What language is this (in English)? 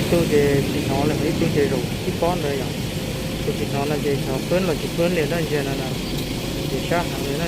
Hmong